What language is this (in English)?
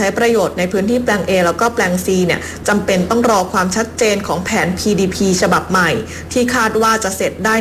Thai